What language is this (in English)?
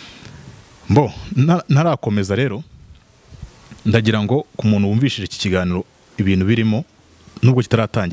Kinyarwanda